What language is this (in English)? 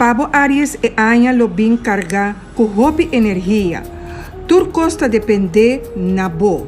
Papiamento